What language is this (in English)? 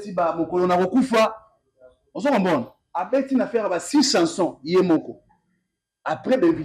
Lingala